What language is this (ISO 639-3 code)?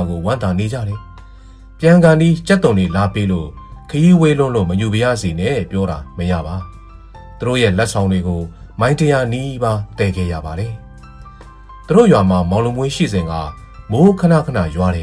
mya